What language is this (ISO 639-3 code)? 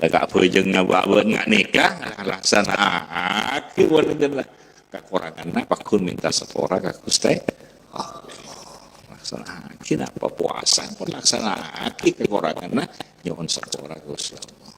mad